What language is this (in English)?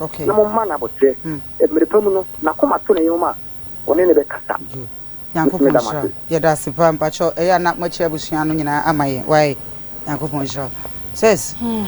Akan